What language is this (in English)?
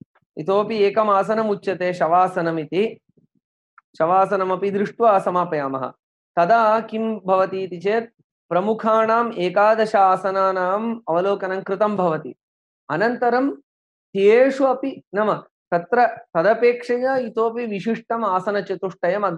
Sanskrit